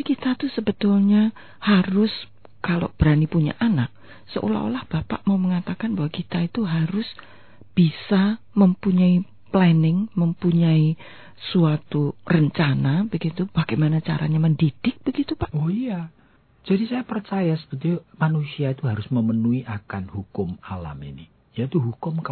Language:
Indonesian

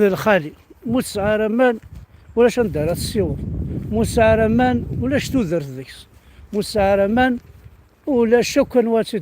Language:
Kabyle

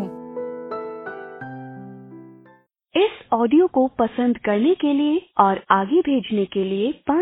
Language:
Hindi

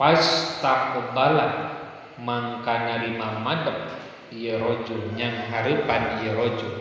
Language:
Sundanese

